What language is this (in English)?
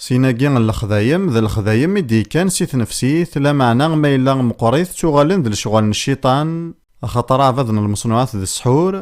Kabyle